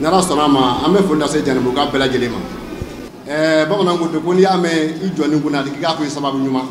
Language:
Bambara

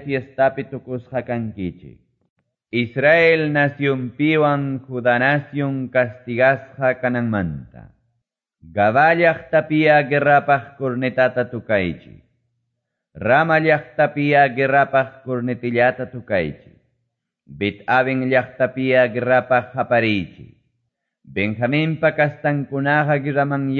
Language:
Quechua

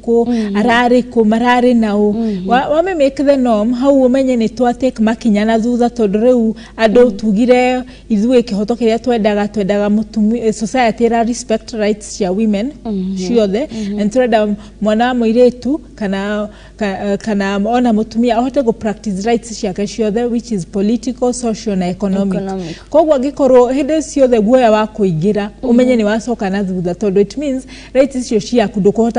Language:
Kikuyu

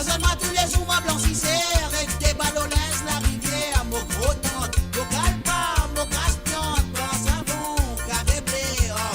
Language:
Morisyen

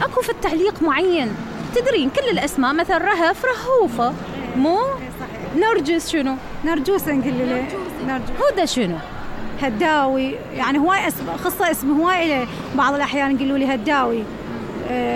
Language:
Mesopotamian Arabic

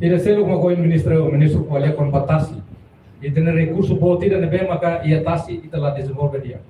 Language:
Tetum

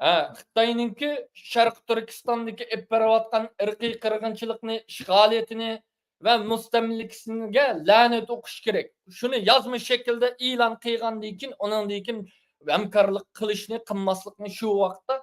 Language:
Uyghur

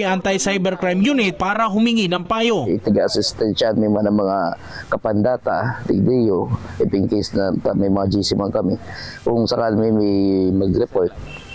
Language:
Bikol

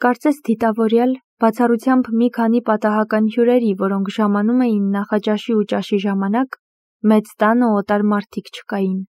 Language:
Armenian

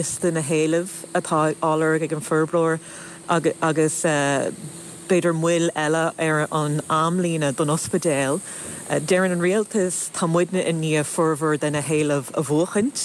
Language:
Irish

